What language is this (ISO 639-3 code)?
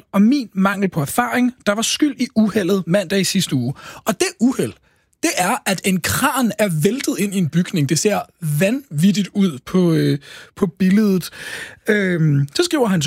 dan